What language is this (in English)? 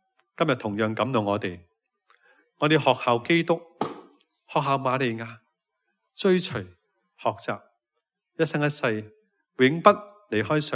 Cantonese